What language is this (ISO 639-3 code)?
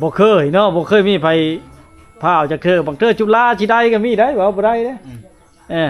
lao